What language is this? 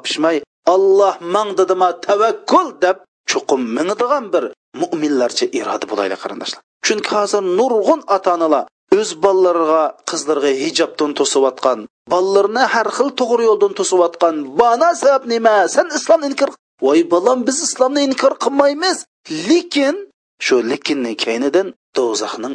Uyghur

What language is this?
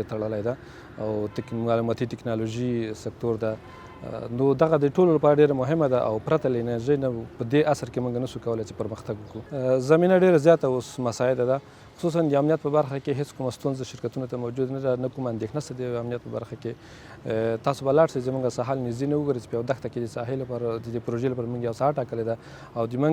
Pashto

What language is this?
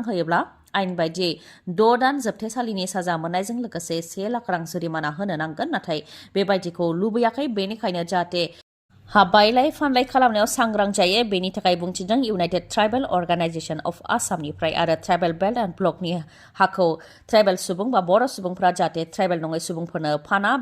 Bodo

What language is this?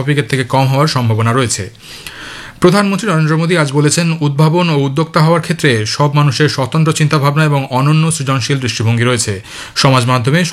Bangla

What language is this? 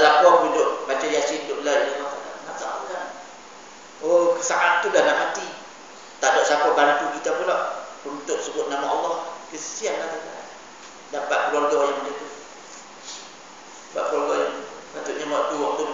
Malay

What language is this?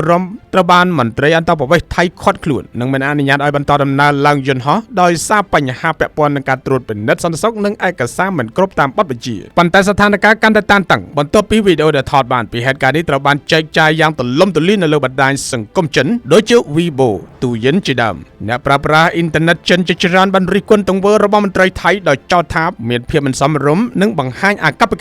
Khmer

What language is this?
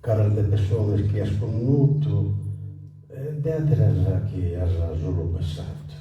Sardinian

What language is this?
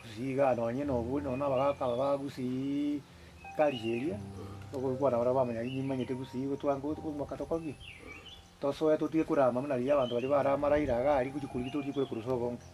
Gusii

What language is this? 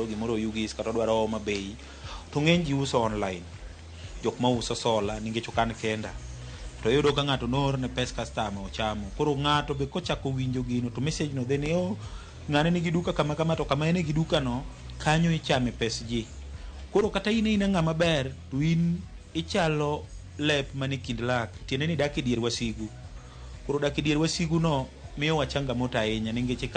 Luo (Kenya and Tanzania)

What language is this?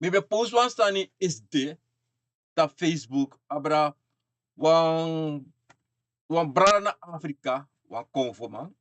Sranan Tongo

